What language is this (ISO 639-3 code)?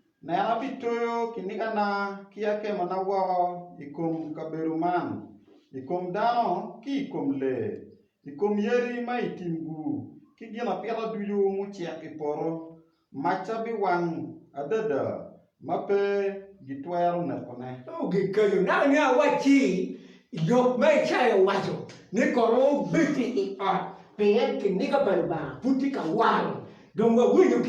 ach